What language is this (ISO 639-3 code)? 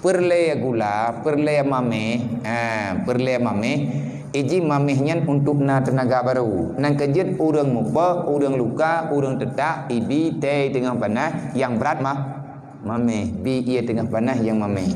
ace